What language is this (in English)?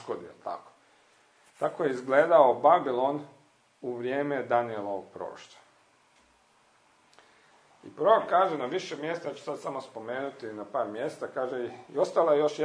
Croatian